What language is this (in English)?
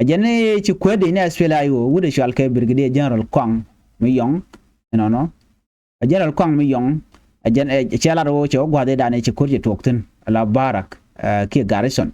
Nuer